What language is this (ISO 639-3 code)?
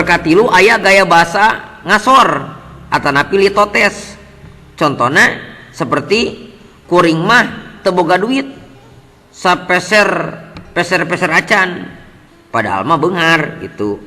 sun